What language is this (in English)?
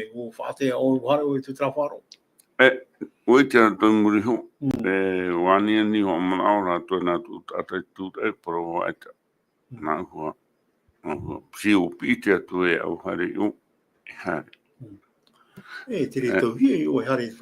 Tahitian